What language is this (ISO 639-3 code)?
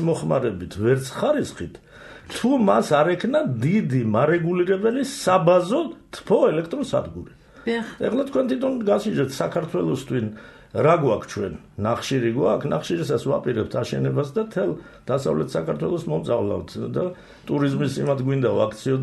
kat